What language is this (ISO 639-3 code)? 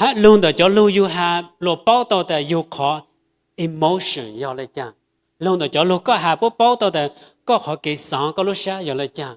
hmn